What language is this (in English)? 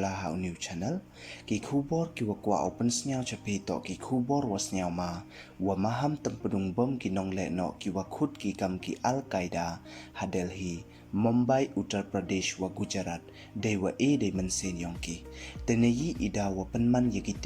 Pnar